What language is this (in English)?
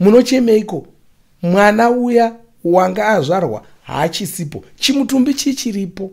Shona